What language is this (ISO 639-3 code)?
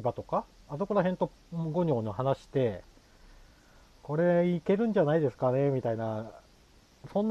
jpn